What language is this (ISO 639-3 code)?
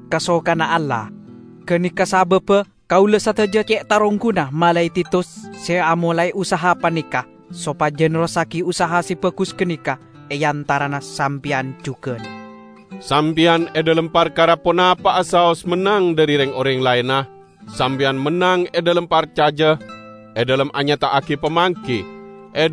mad